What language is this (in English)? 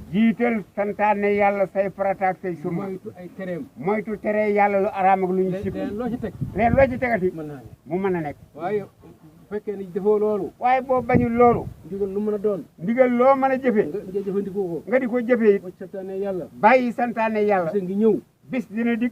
Wolof